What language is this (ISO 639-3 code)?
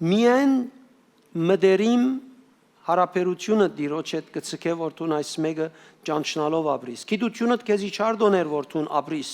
hyw